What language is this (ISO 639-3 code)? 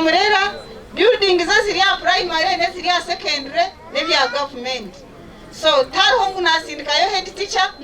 nyn